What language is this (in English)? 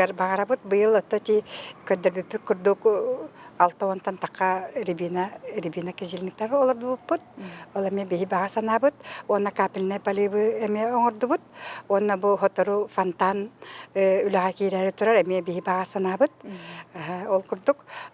Yakut